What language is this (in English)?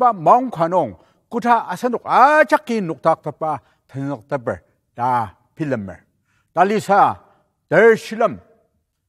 Ao Naga